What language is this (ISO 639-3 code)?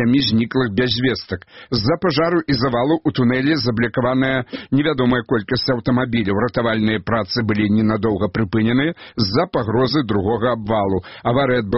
bel